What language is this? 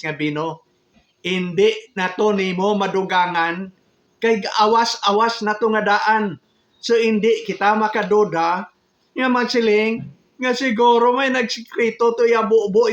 Hiligaynon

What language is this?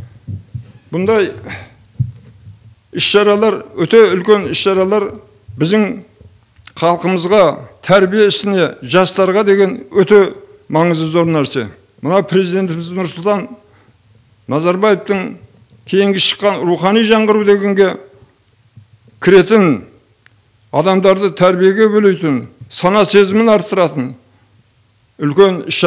Kazakh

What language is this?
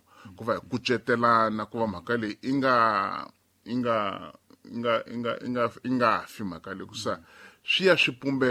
Tsonga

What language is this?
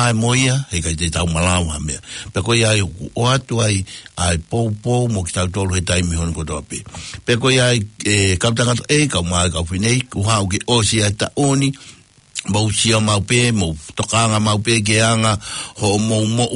Tongan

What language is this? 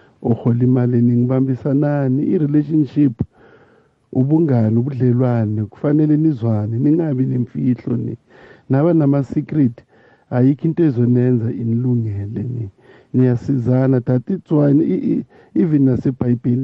South Ndebele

